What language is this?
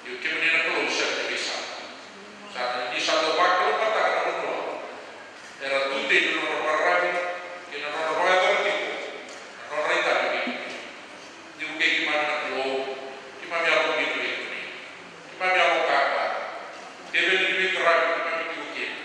Fijian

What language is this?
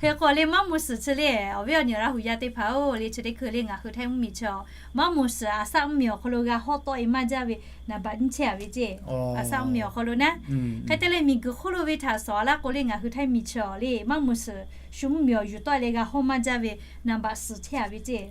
Lahu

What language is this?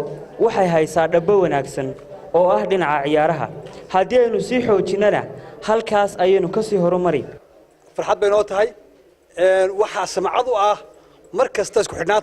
Somali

